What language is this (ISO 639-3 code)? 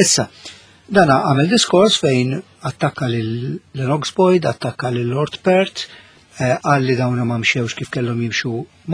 mlt